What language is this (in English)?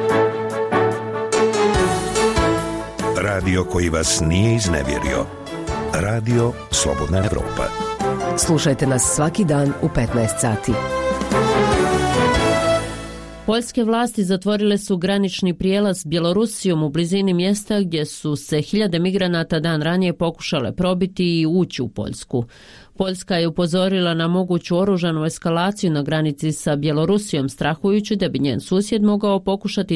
Bosnian